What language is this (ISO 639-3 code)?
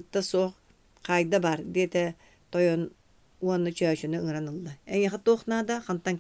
sah